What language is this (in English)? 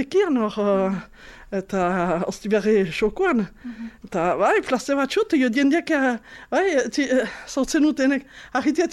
Basque